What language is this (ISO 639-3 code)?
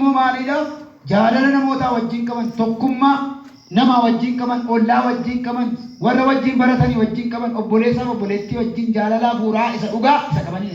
orm